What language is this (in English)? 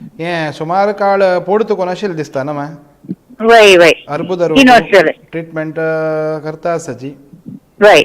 Konkani